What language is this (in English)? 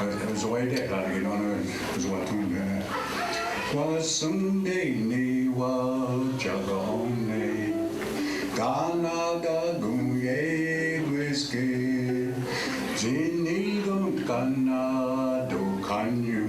Mohawk